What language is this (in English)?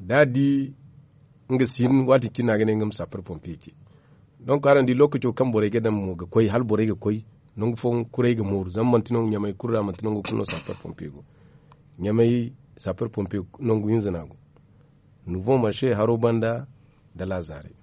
Zarma